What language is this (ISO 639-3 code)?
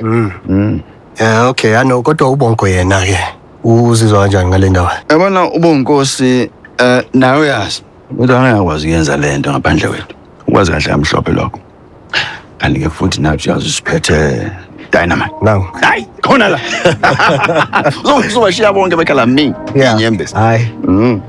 zul